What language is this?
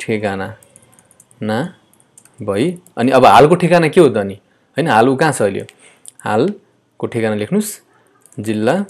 Nepali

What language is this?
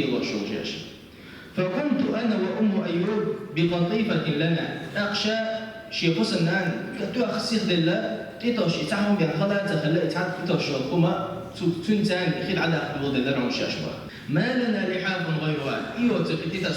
Chechen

